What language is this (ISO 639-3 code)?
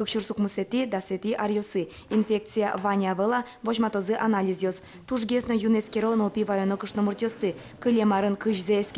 udm